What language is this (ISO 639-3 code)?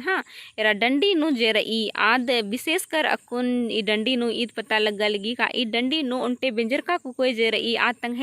kru